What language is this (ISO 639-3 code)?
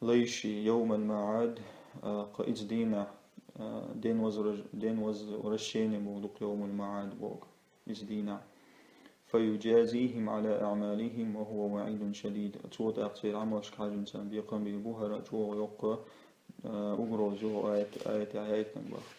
che